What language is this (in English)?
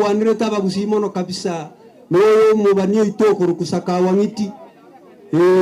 Gusii